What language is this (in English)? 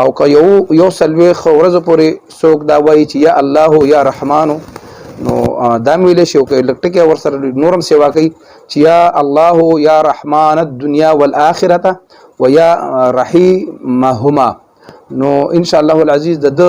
Pashto